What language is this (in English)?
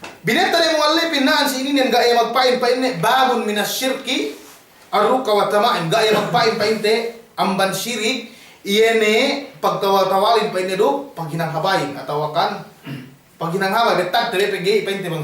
Yakan